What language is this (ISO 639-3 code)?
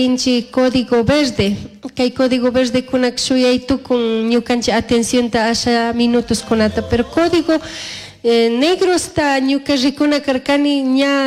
qug